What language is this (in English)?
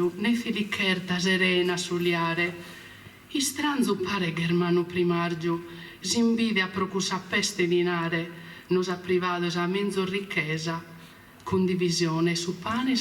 Sardinian